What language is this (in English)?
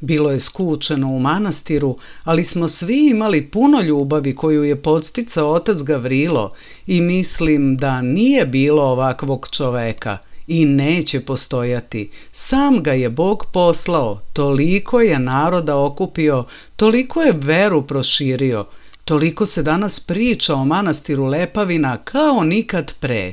Serbian